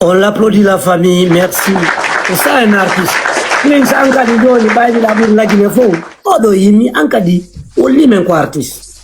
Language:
Fula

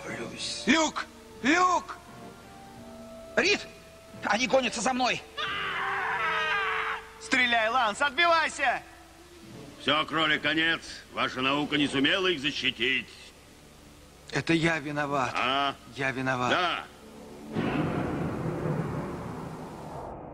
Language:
Russian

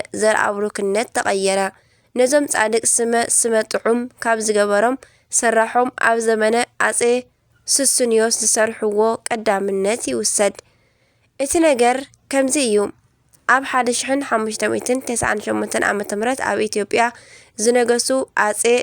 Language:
Tigrinya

